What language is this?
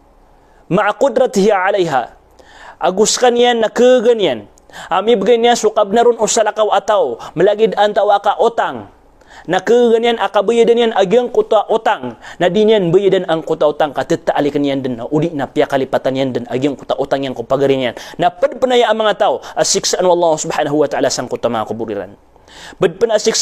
Maranao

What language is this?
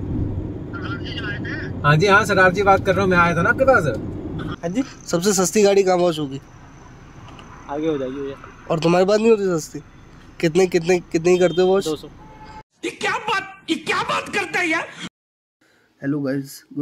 Hindi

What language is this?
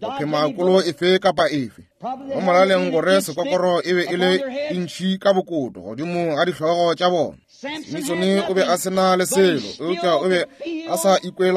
Northern Sotho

